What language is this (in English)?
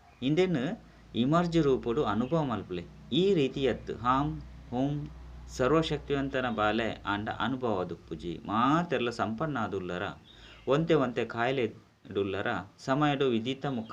Tulu